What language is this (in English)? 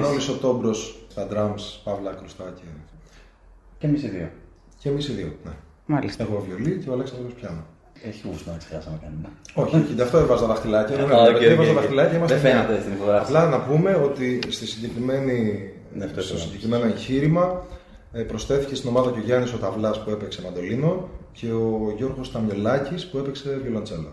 Greek